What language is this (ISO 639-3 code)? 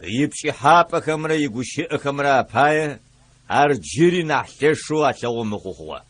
ady